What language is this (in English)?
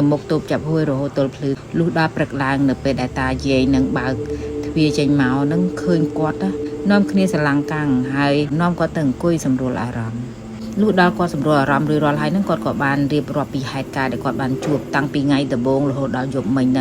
Khmer